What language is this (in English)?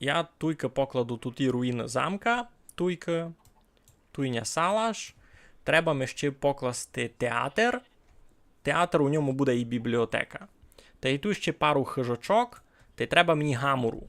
Rusyn